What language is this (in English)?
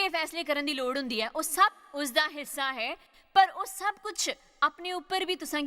Dogri